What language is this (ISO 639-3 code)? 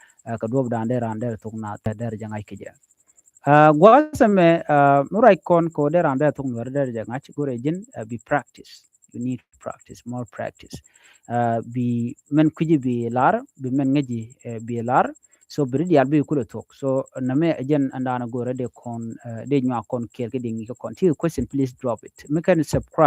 nus